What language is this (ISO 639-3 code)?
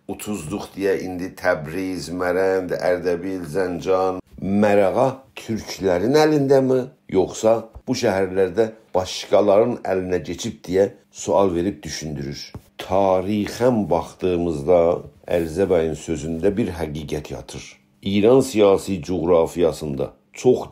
azb